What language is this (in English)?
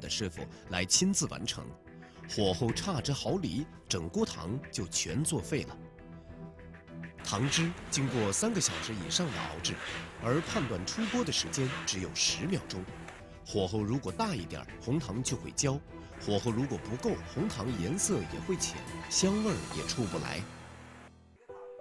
Chinese